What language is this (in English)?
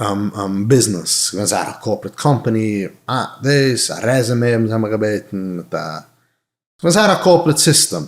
Yiddish